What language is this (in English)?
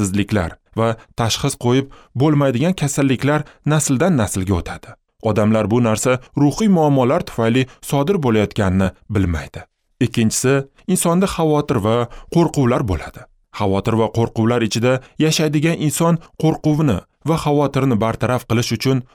Uzbek